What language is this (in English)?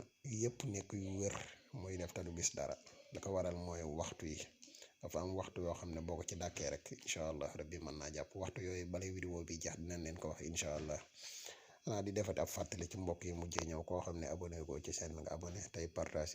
Wolof